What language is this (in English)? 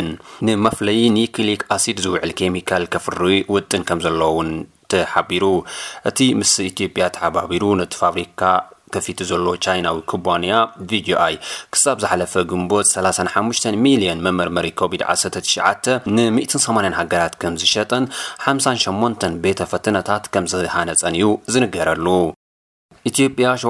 Tigrinya